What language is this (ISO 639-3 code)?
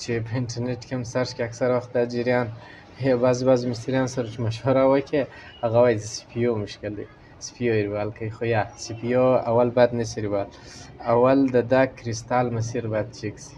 pus